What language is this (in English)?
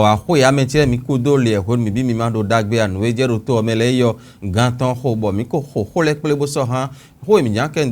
Fon